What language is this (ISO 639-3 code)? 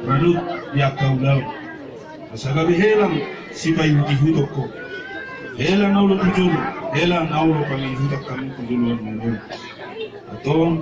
bbc